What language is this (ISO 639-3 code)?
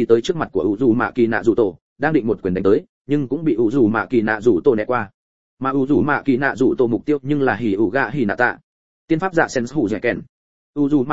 vie